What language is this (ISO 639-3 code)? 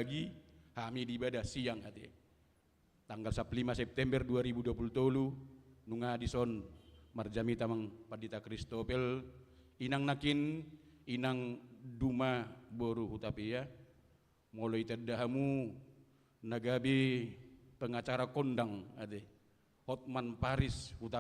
bbc